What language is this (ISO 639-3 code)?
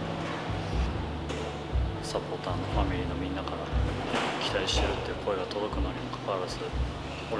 jpn